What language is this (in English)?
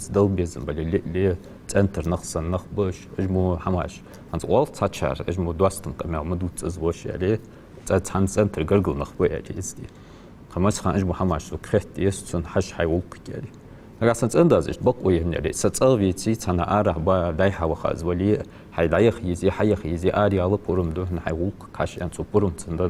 Ingush